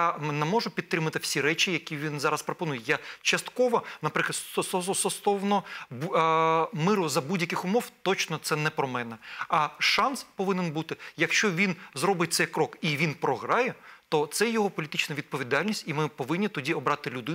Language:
Ukrainian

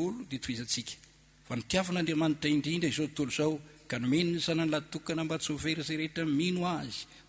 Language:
Malagasy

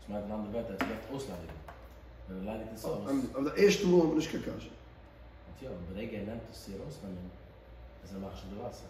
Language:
Yiddish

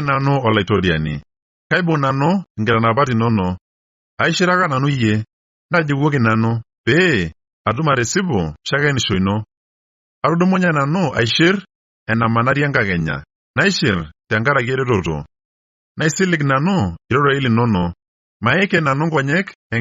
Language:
Masai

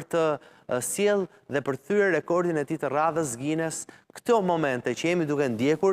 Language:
Albanian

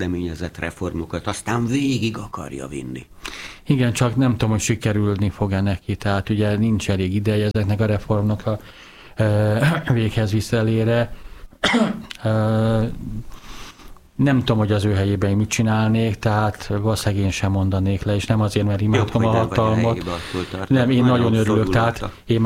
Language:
Hungarian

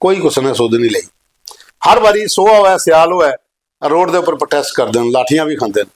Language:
Dogri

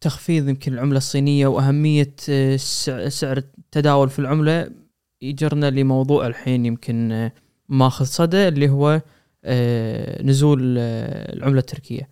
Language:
Gulf Arabic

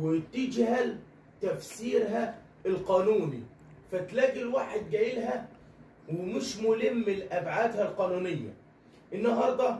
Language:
Egyptian Arabic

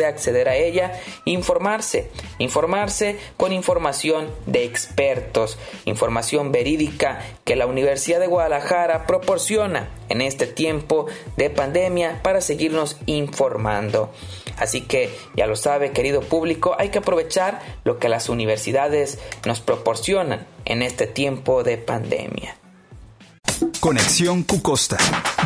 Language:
Spanish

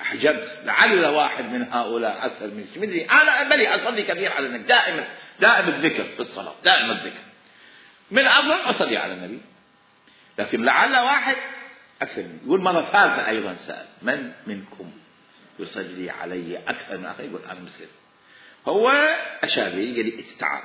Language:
Mesopotamian Arabic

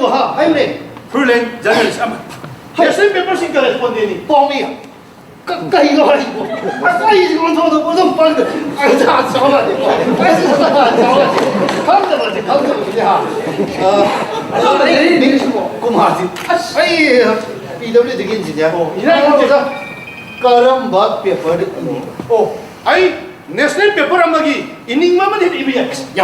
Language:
Manipuri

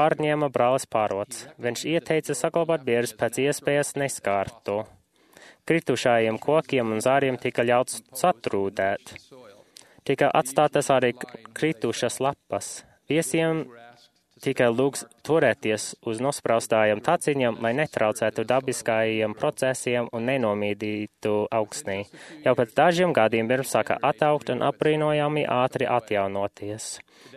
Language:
Latvian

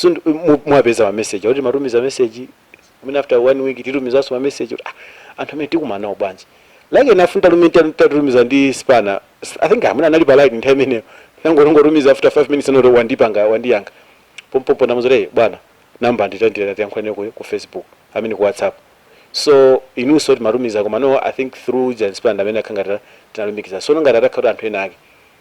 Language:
Nyanja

